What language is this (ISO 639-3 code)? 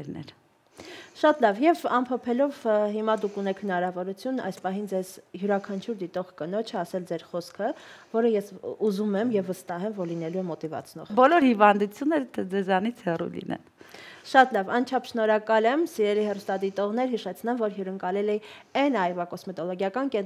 hye